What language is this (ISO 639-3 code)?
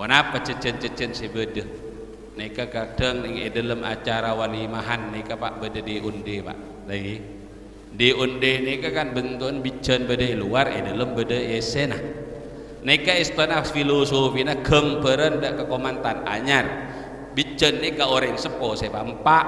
mad